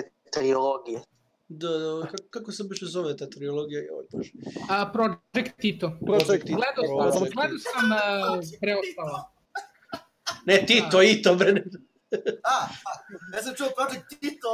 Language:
Serbian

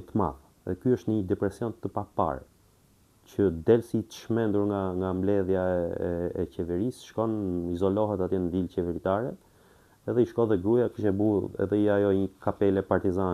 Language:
Albanian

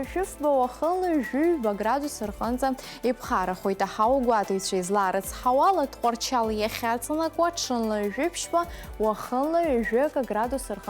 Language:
Abkhazian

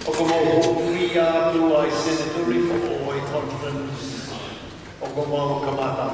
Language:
Tongan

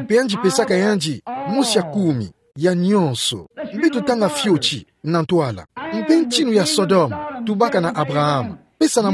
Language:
Kituba (Democratic Republic of Congo)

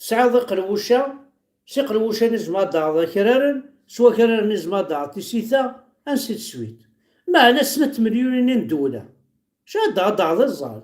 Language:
Kabyle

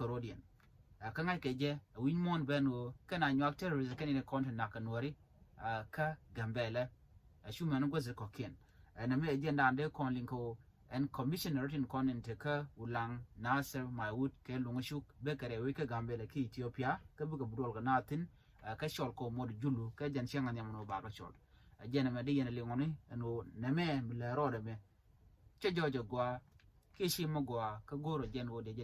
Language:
Nuer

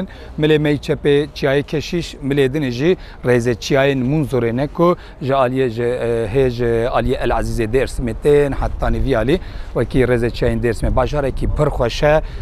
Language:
Kurdish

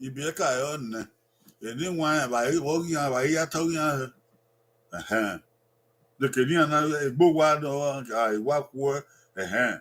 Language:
Bini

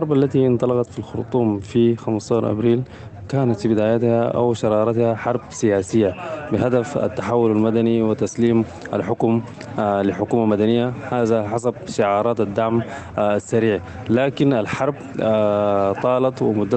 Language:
Sudanese Arabic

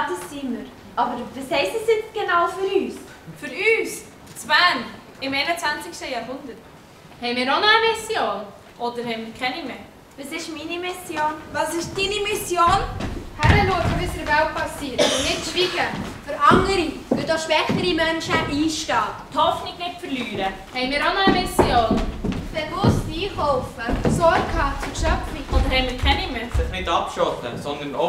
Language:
Swiss German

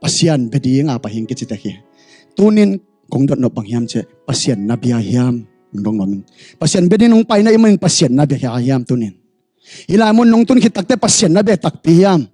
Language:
Tedim Chin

